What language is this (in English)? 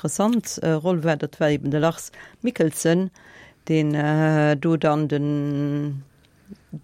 Luxembourgish